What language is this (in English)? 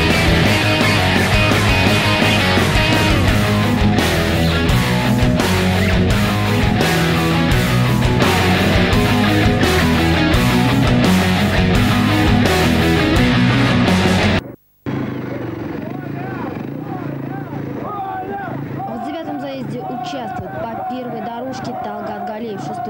Russian